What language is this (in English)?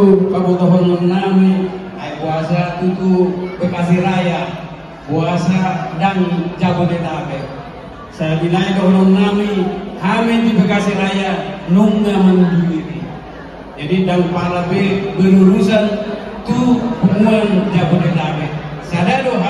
Batak Toba